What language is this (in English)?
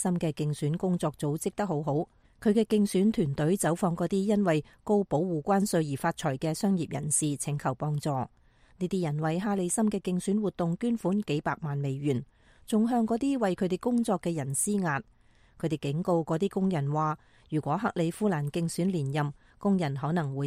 Cantonese